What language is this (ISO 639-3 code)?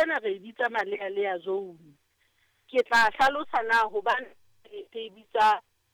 sot